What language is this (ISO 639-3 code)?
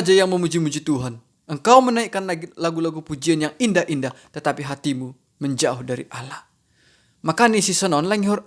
bts